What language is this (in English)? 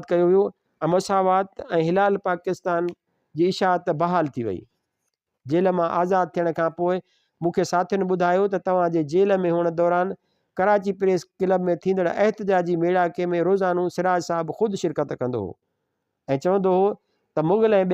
Sindhi